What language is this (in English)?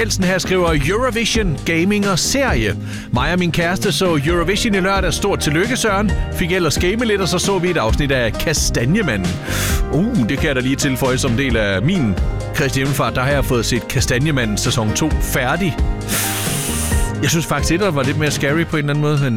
Danish